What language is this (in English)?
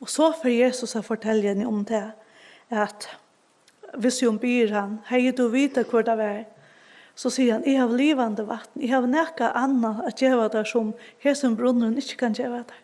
Faroese